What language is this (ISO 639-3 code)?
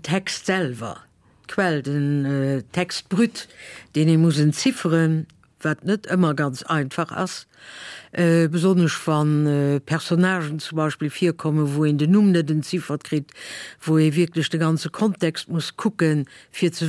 ltz